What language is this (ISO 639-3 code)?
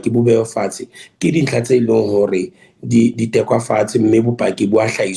sot